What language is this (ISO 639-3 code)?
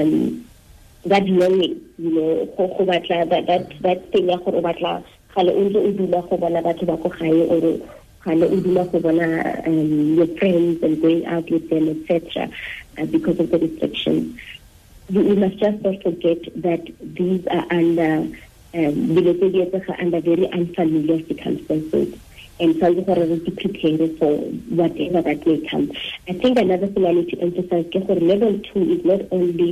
tsn